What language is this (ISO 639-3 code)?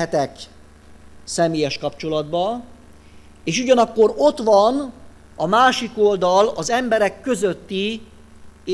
hun